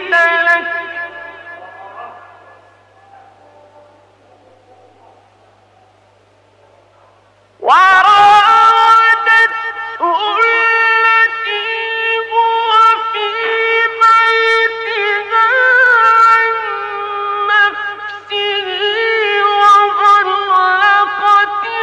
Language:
Arabic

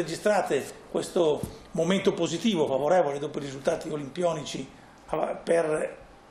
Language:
Italian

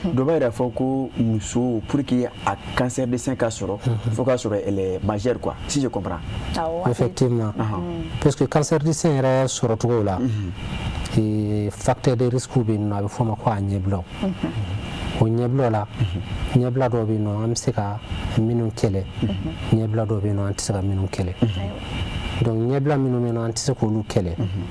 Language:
Bambara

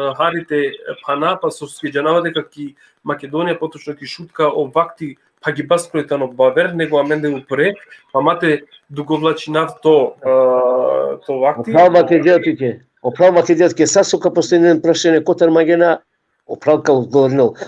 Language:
Balkan Romani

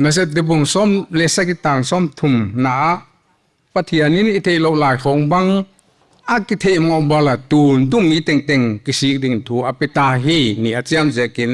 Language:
Paite Chin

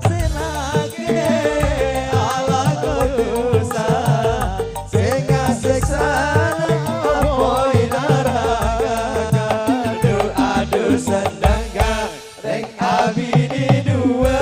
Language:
Madurese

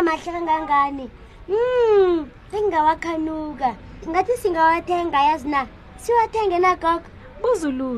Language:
South Ndebele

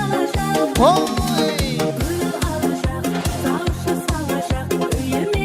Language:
Kara-Kalpak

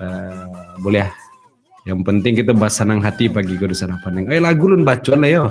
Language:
Minangkabau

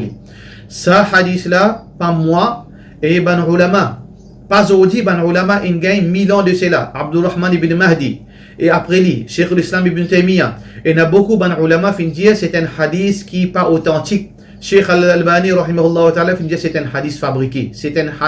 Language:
Morisyen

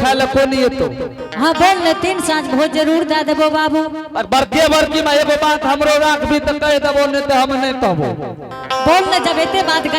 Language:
Angika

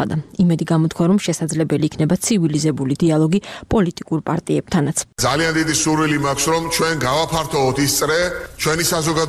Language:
Georgian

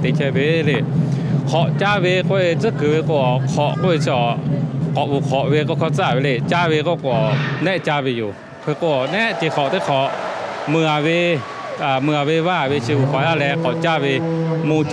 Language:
Lahu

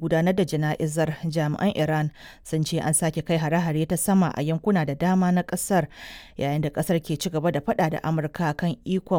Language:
Hausa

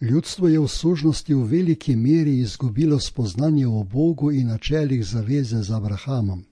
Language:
Slovenian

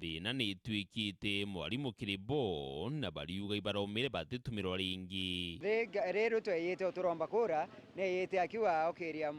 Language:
Meru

